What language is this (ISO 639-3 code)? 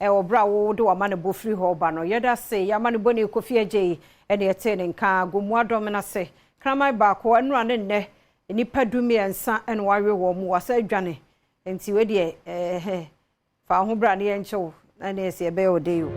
aka